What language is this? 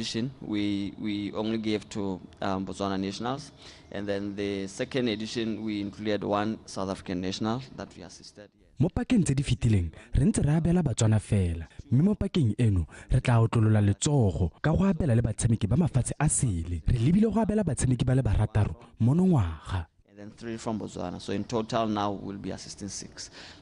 Tswana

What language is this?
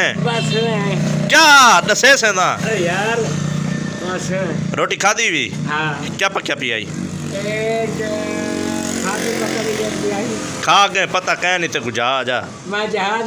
Saraiki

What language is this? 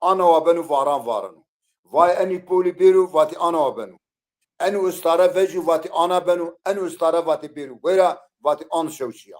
Zaza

